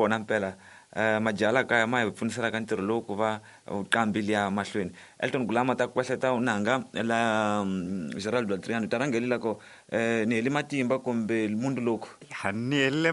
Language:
Tsonga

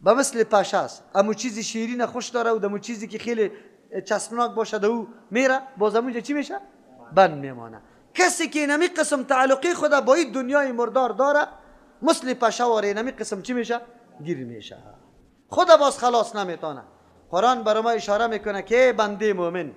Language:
Persian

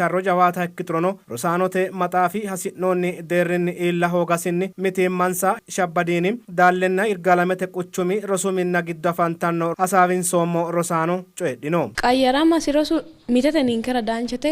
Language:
Sidamo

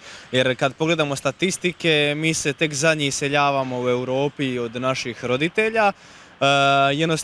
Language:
Croatian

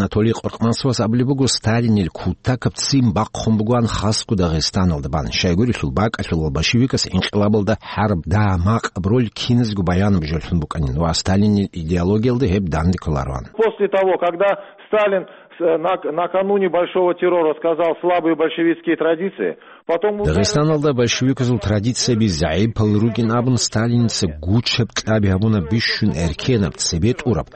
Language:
Avaric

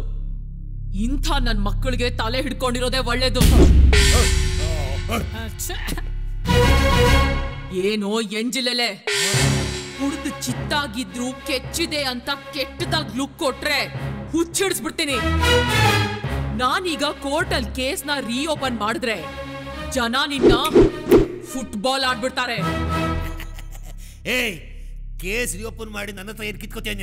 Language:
Kannada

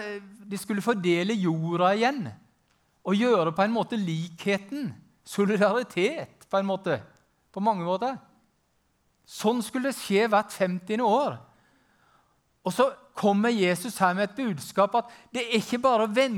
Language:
Norwegian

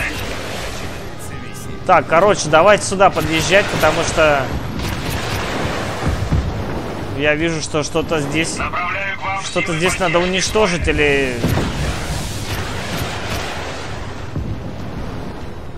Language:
Russian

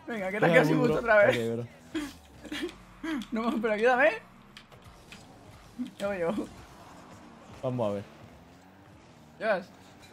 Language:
Spanish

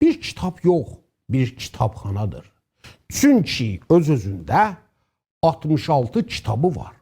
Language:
South Azerbaijani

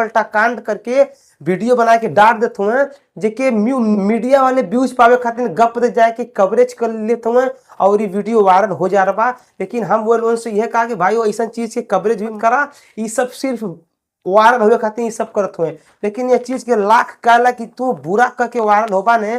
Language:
Bhojpuri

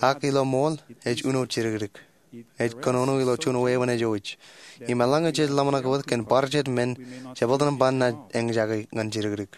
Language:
Marshallese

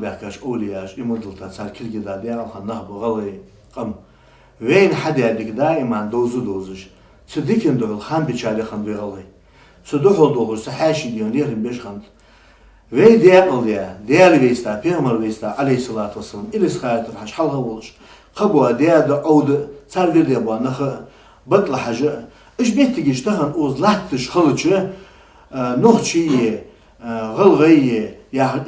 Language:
Ingush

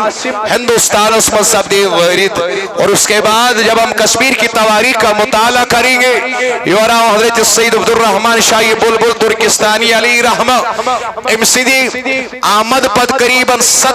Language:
Kashmiri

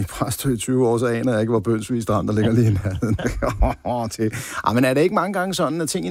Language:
Danish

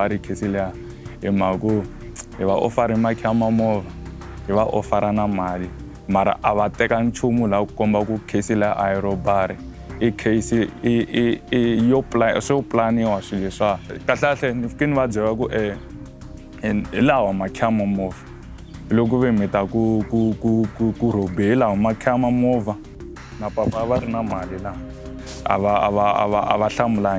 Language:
Tsonga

